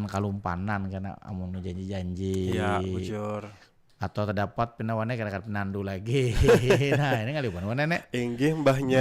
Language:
Banjar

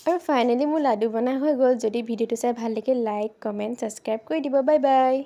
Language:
Assamese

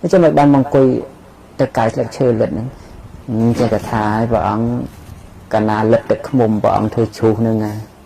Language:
Khmer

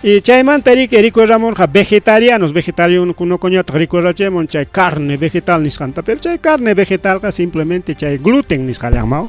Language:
Ayacucho Quechua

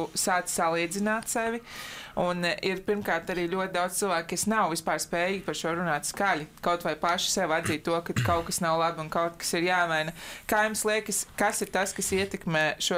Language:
Latvian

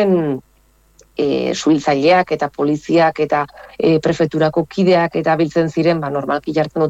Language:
Basque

